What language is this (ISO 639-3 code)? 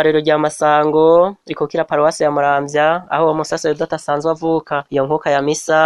run